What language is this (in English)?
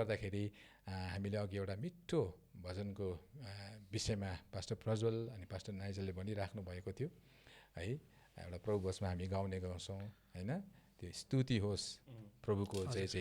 Nepali